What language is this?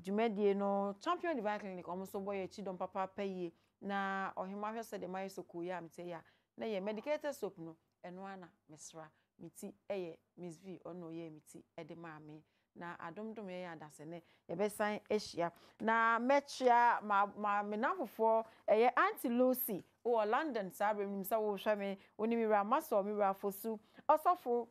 Akan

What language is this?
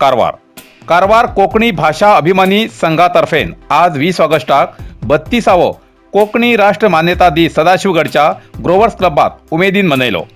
Konkani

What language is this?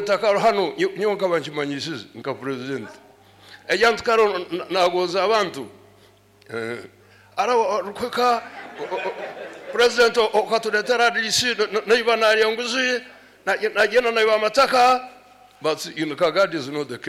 Nyoro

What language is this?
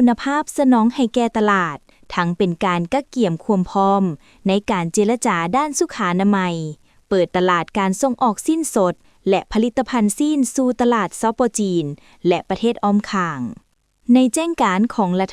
Lao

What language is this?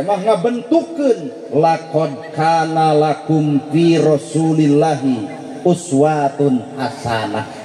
Sundanese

